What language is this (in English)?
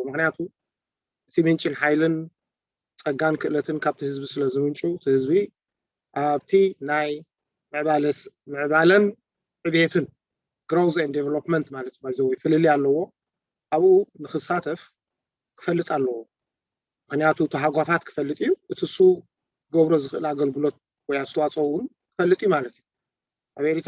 Tigrinya